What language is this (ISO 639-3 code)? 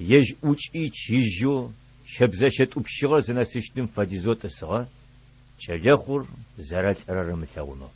ady